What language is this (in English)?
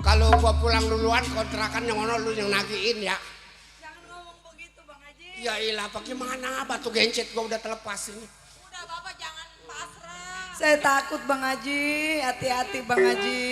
Betawi